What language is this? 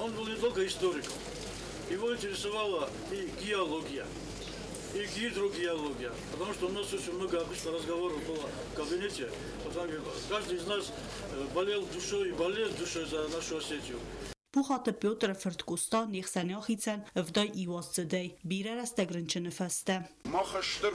Ossetic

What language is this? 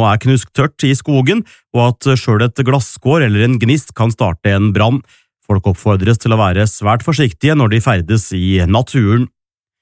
Norwegian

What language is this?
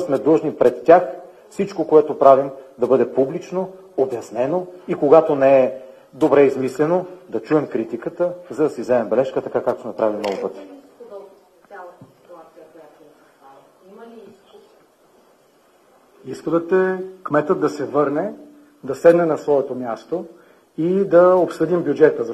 Bulgarian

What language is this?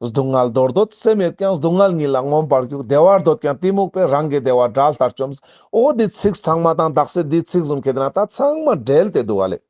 Ladakhi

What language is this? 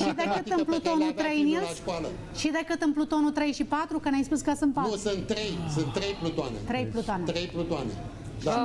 Romanian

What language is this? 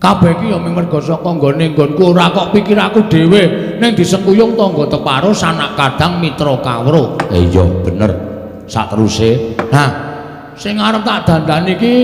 Javanese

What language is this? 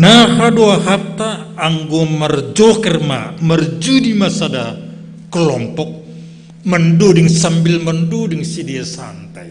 Batak Simalungun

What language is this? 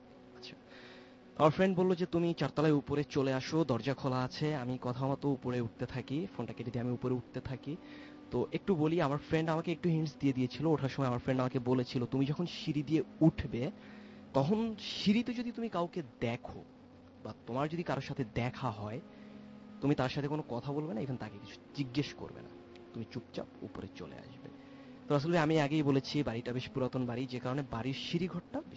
Bangla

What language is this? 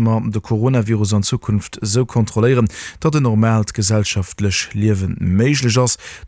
Luxembourgish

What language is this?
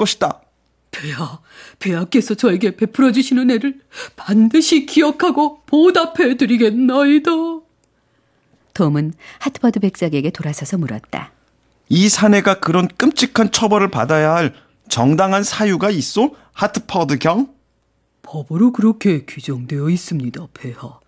Korean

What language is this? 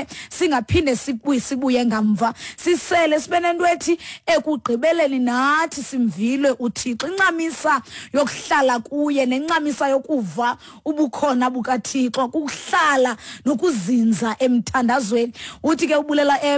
Xhosa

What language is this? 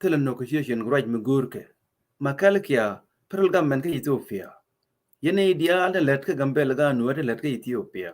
Nuer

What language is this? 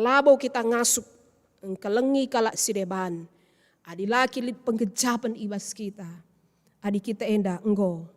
Batak Karo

